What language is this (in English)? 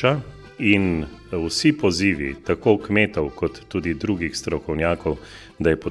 Slovenian